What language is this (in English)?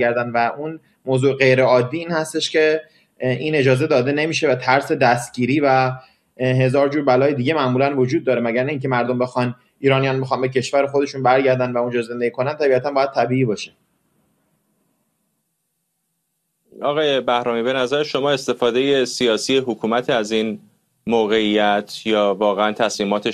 Persian